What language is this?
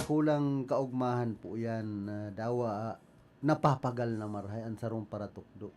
Bikol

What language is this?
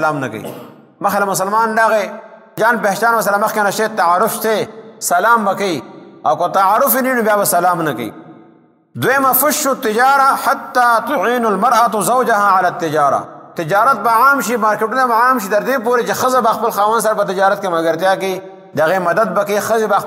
Pashto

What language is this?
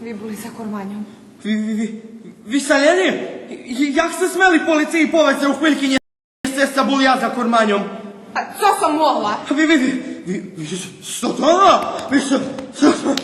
Rusyn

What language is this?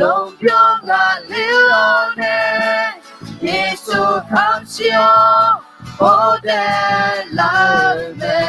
Akha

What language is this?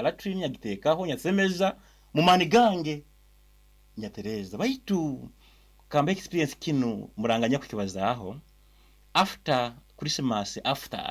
Nyoro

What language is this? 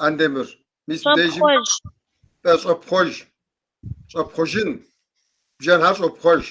Kabardian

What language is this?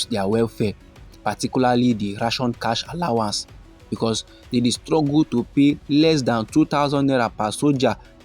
Nigerian Pidgin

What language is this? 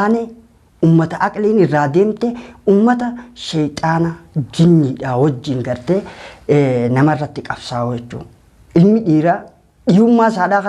Oromo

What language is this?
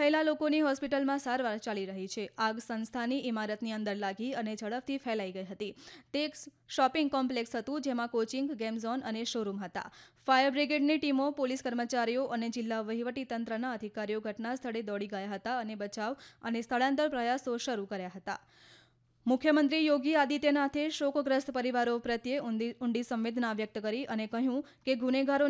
Gujarati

